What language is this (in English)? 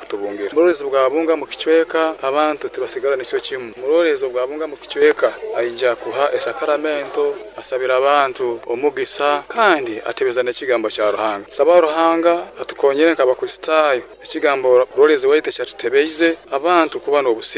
Nyoro